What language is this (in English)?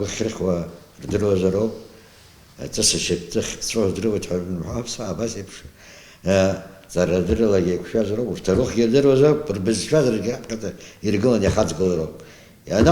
Abkhazian